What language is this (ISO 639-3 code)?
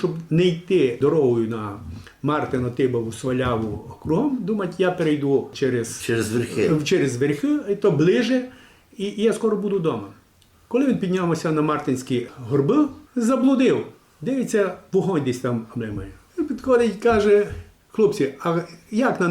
rue